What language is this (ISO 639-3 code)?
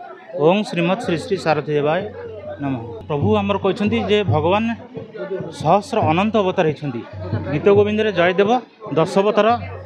ori